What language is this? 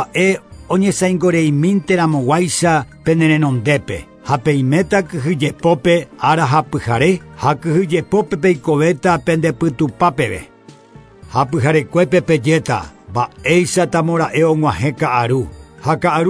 Guarani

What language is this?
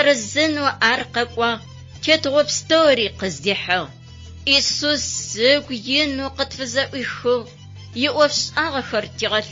Adyghe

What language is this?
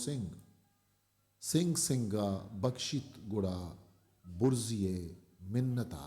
Eastern Balochi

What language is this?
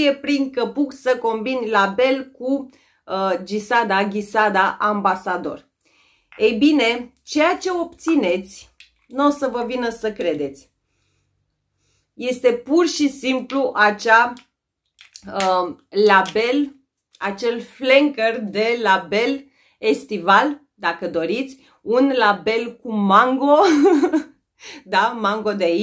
Romanian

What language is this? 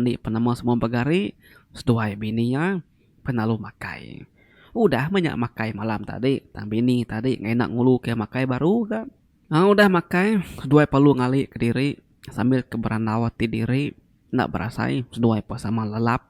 Iban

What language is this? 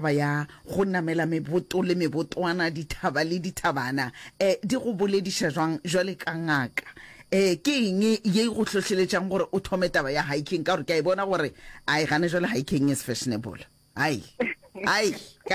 Northern Sotho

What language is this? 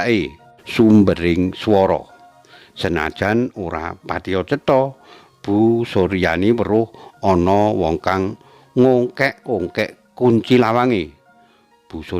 Javanese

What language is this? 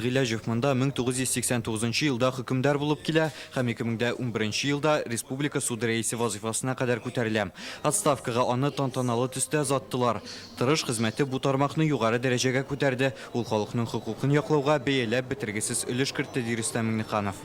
Tatar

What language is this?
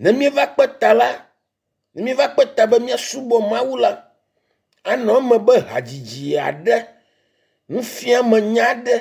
Ewe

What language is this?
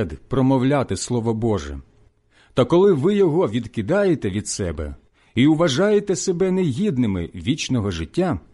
Ukrainian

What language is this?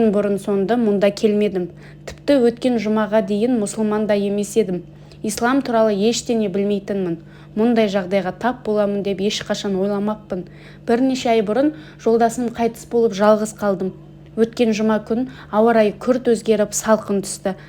Kazakh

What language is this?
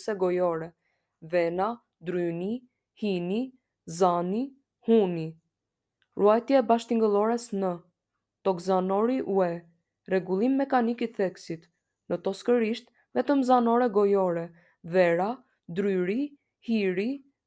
Albanian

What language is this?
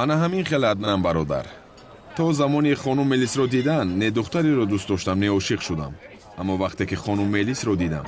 Tajik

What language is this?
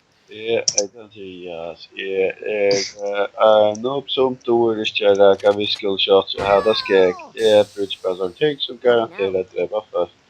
Faroese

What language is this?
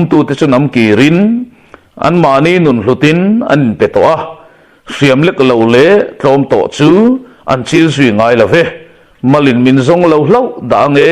Mizo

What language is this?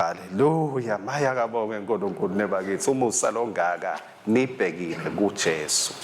Swati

